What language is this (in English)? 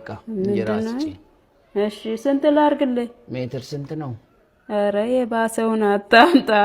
Amharic